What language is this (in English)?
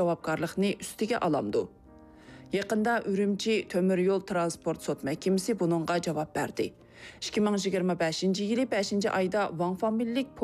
Uyghur